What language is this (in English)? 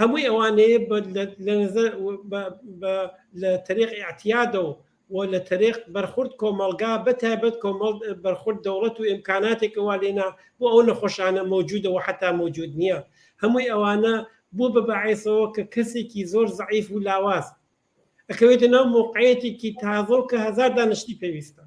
Central Kurdish